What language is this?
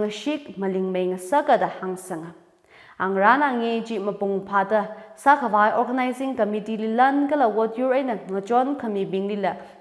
Tangkhul Naga (India)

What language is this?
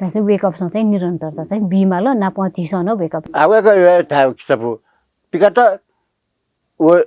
Newari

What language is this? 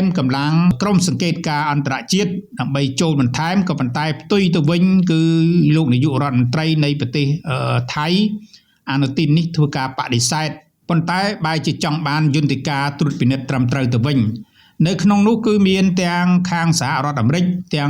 Khmer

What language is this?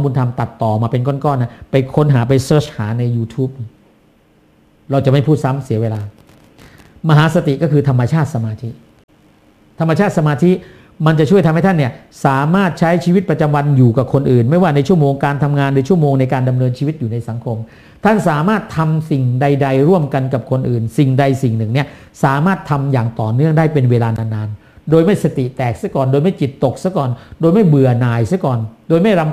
Thai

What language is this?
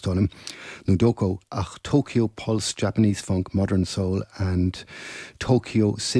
Irish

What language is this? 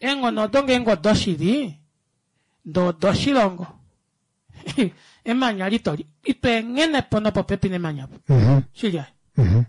Kuanyama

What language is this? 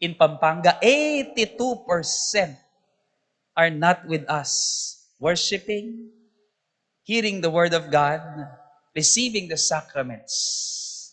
Pampanga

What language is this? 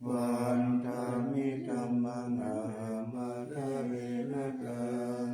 Pali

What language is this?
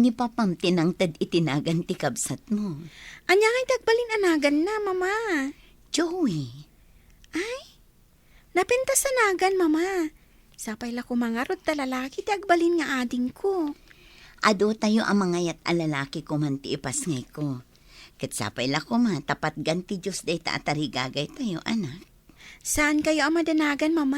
Iloko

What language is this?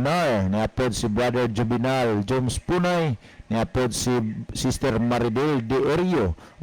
Cebuano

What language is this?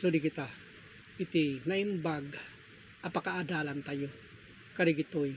Iloko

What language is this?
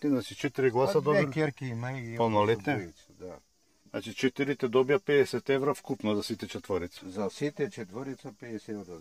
Macedonian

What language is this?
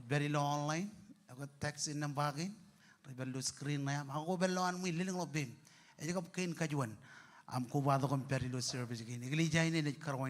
Marshallese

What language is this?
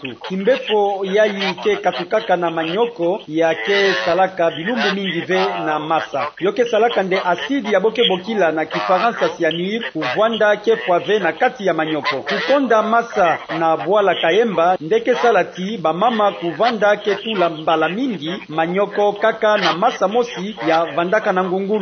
Kituba (Democratic Republic of Congo)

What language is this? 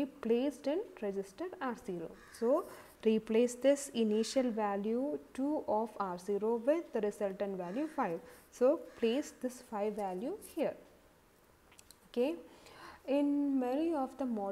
English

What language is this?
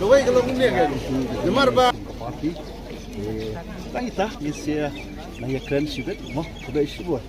Khasi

